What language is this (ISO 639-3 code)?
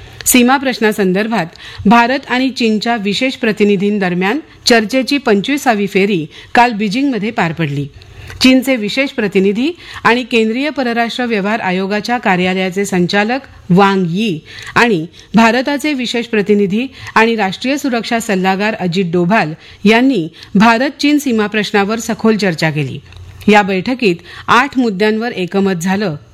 mar